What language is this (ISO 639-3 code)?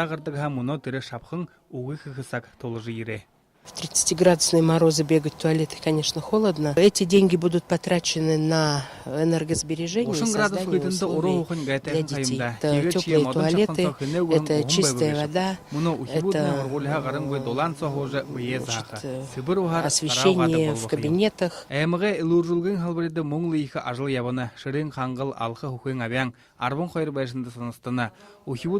bua